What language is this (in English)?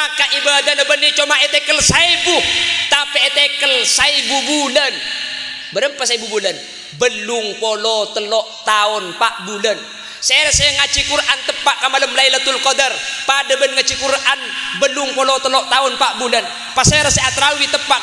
Madurese